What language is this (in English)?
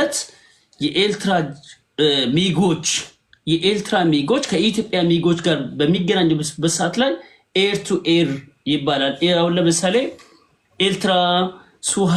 Amharic